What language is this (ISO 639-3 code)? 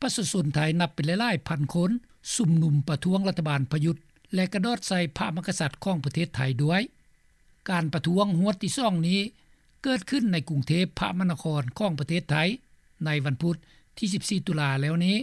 lao